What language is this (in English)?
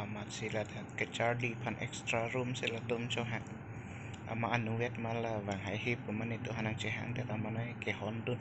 Karbi